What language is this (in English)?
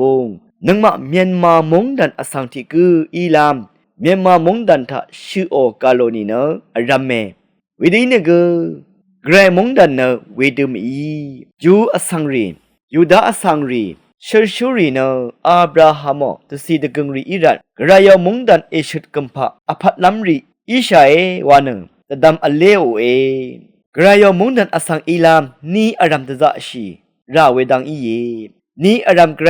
Rawang